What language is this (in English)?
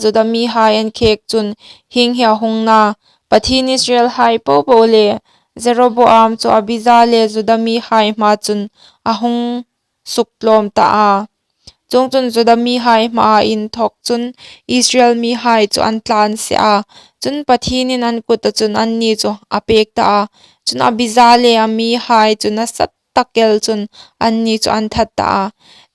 Hmar